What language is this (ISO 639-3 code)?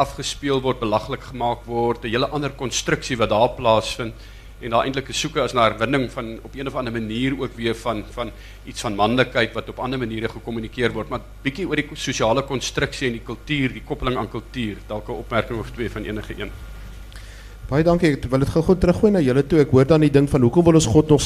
afr